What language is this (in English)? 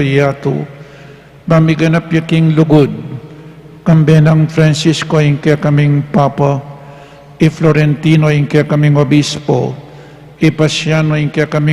Pampanga